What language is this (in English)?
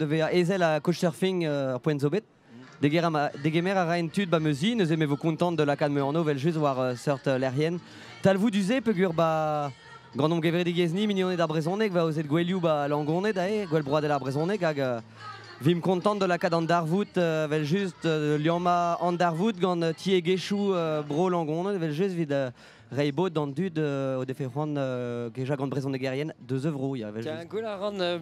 Breton